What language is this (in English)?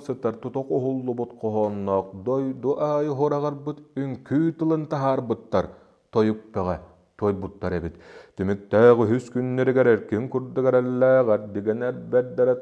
Yakut